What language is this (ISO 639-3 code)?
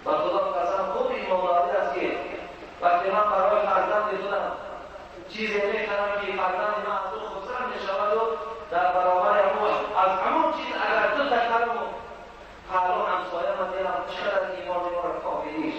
tgk